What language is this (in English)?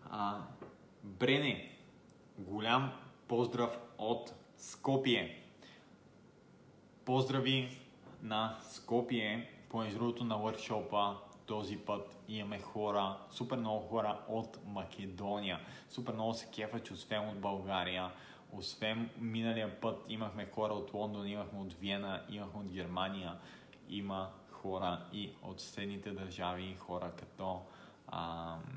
Bulgarian